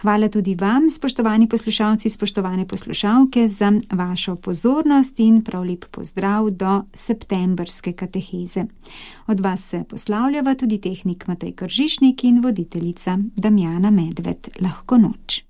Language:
Slovenian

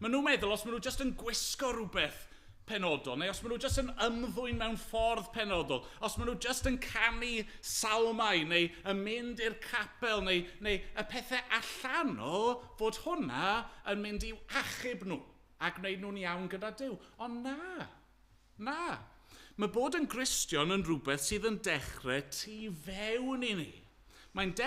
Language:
Welsh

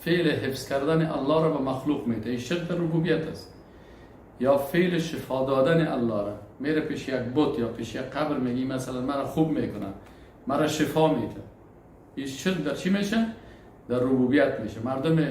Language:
Persian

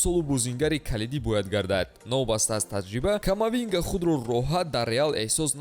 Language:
Tajik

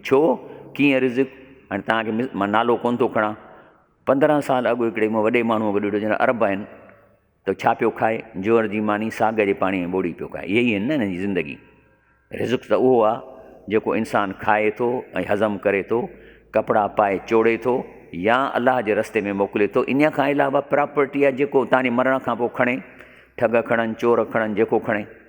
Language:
Sindhi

